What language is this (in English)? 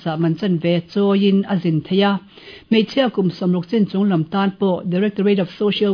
Mizo